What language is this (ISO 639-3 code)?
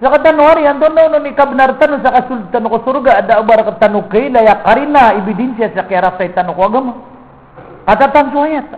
mrw